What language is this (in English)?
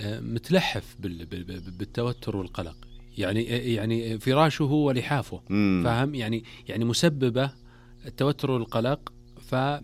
Najdi Arabic